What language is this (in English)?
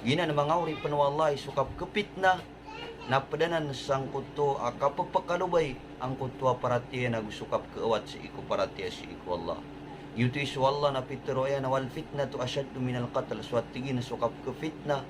Maranao